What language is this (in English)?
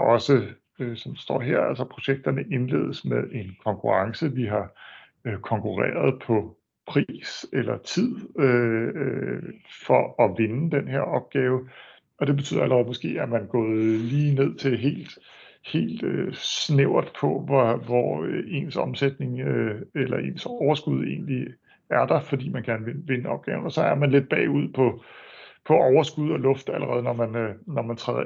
Danish